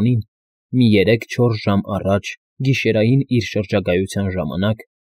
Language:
Armenian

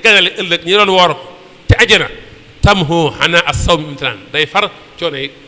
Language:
Wolof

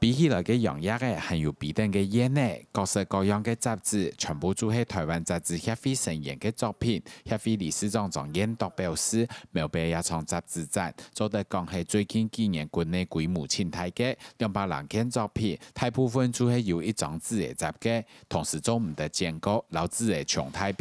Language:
Hakka Chinese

